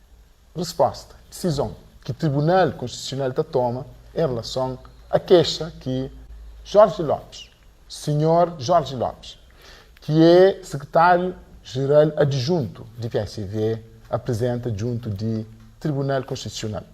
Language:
Kabuverdianu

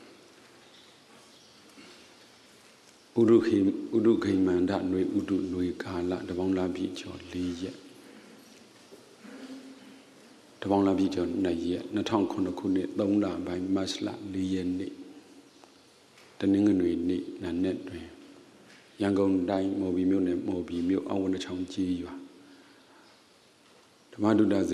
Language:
Burmese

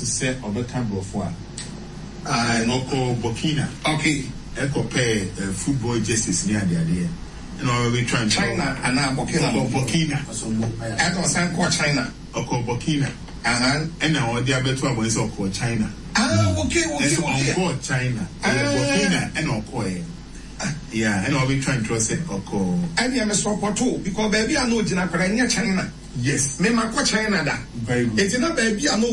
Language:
Akan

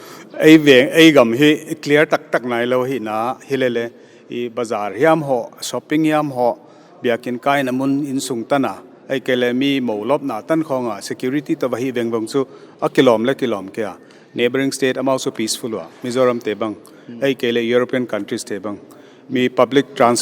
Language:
Paite Chin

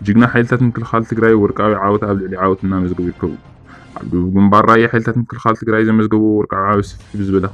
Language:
Tigrinya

